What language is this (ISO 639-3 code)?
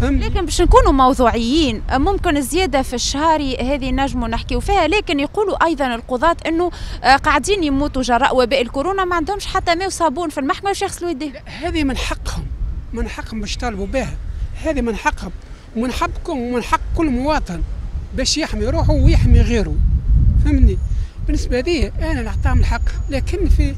aeb